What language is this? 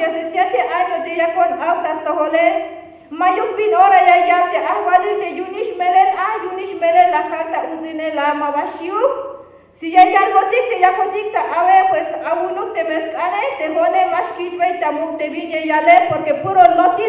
Tzeltal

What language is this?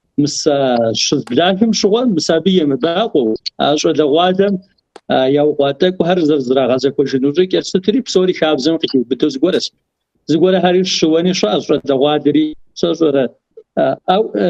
Kabardian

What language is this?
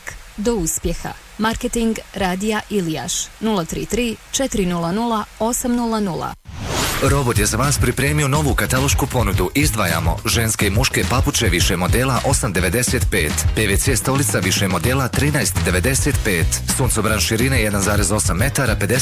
Bosnian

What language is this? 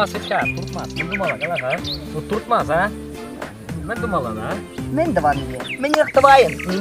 Chuvash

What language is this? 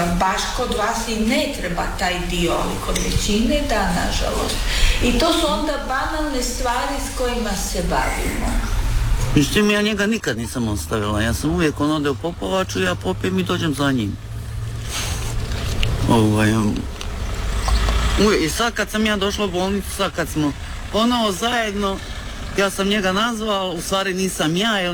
Croatian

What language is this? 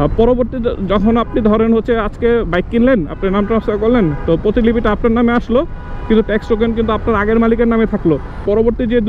Bangla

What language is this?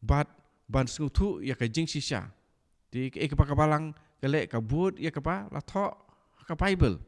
Khasi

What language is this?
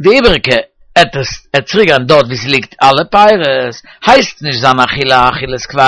Yiddish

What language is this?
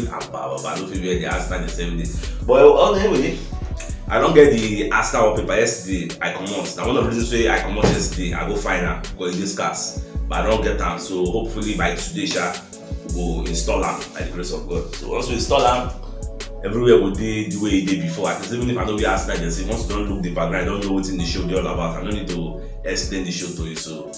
Nigerian Pidgin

